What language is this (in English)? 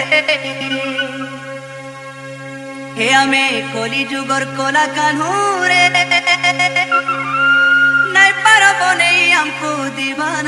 Chhattisgarhi